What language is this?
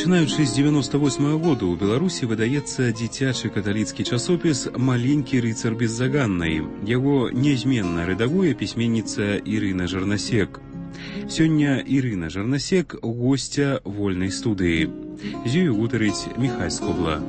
Belarusian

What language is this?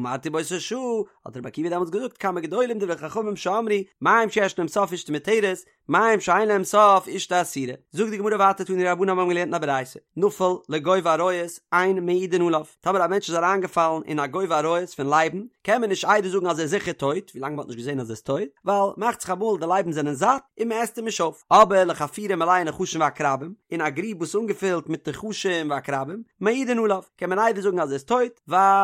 Yiddish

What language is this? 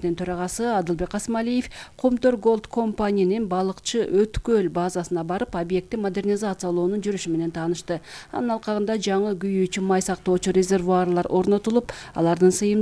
Kyrgyz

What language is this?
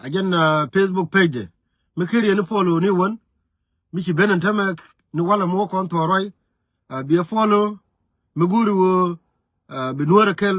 Nuer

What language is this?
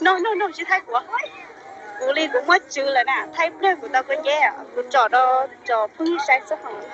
Hmong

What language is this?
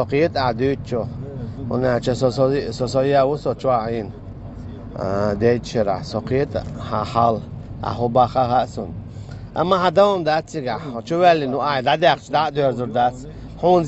Chechen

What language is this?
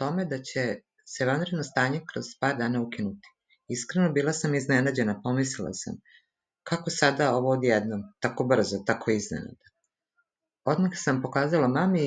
Serbian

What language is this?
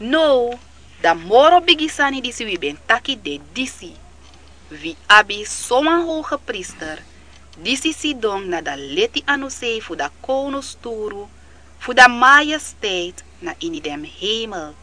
Sranan Tongo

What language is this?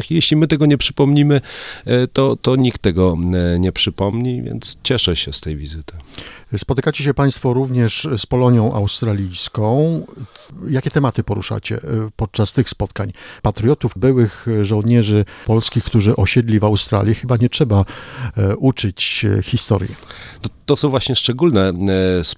Polish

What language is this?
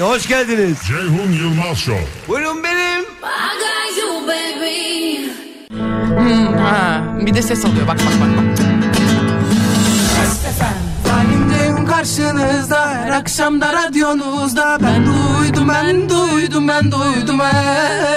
Turkish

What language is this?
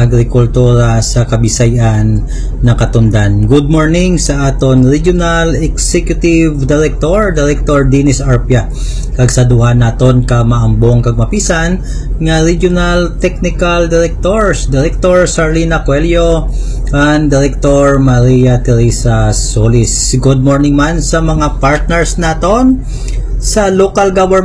Hiligaynon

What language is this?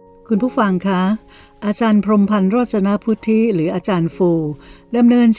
Thai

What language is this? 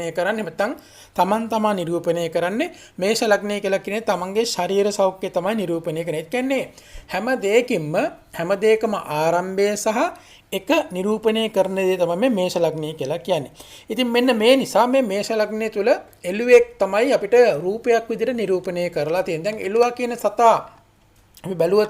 Sinhala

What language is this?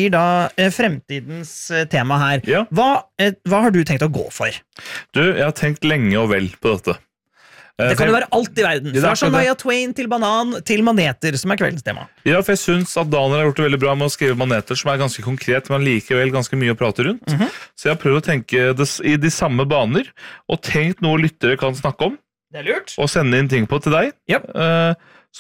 Norwegian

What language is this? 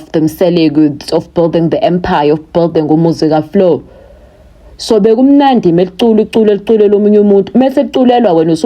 Zulu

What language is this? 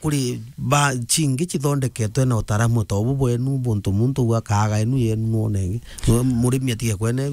Meru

